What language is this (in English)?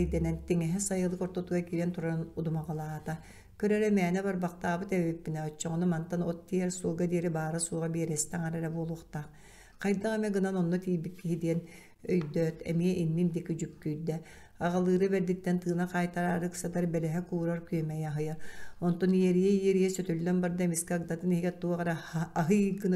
Yakut